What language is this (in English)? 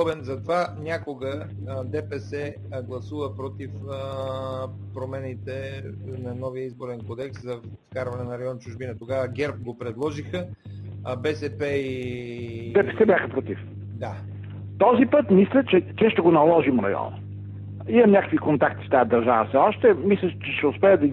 Bulgarian